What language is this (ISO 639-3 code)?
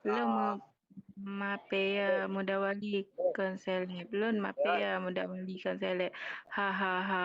ace